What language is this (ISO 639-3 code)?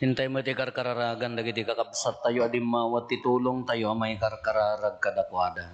ilo